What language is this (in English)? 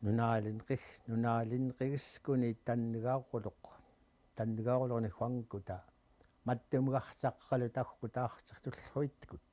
Central Yupik